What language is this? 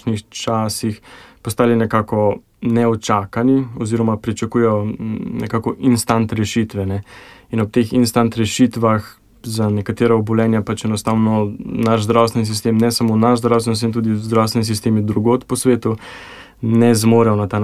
Slovenian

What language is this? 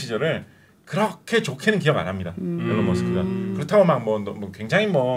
Korean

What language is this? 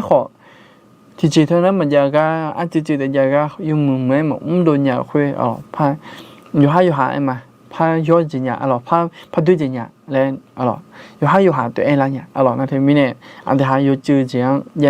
Akha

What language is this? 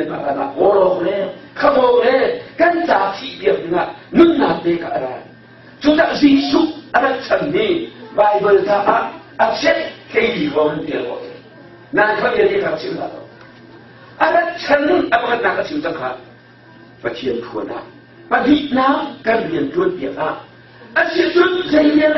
Hakha Chin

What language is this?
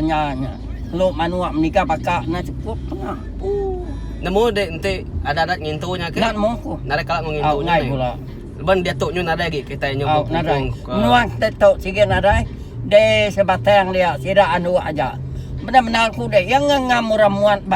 Iban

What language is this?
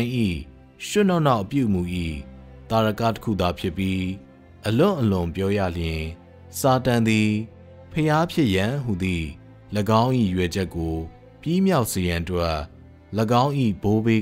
Burmese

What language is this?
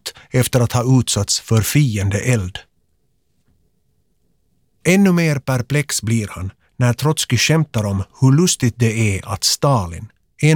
Swedish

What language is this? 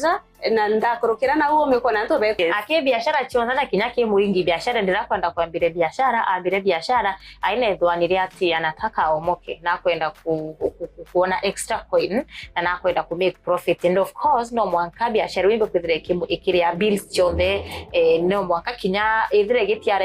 Meru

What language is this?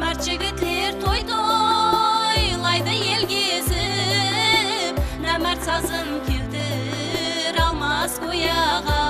Kara-Kalpak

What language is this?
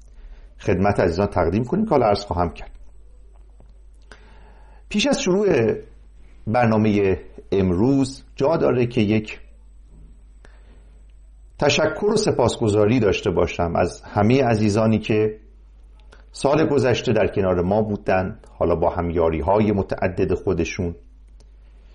Persian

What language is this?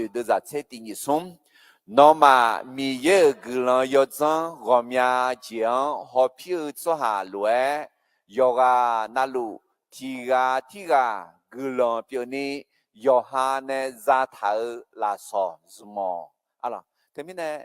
Akha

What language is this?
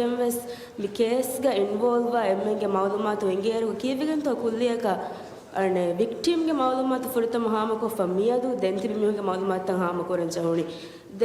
Divehi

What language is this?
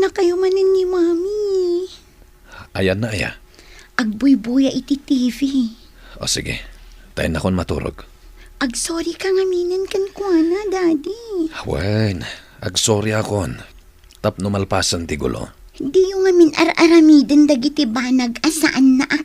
Iloko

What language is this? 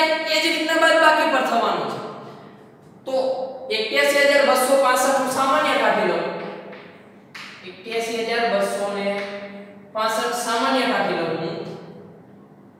Gujarati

